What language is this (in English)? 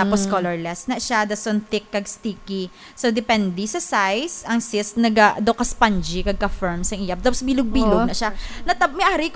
Hiligaynon